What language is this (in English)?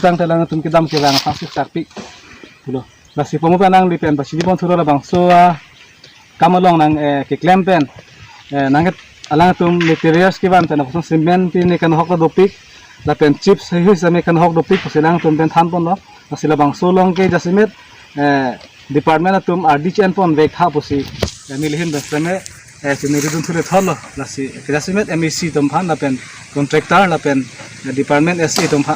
Karbi